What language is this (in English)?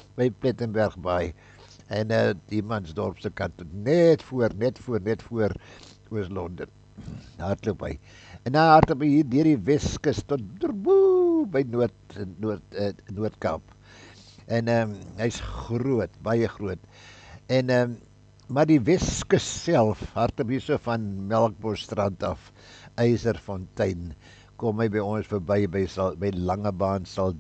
Afrikaans